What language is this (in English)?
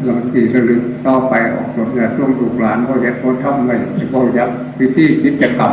Northeastern Thai